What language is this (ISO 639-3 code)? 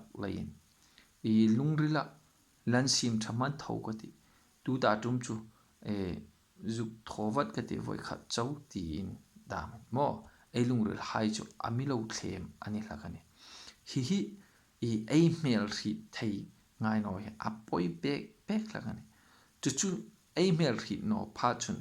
hmr